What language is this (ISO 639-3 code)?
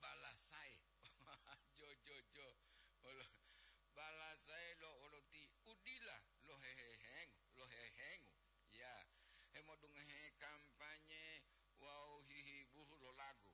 gor